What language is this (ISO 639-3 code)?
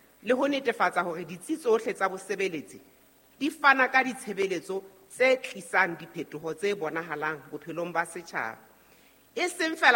sot